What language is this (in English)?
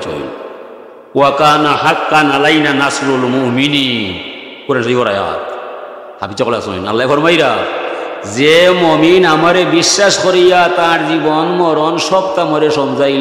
Sylheti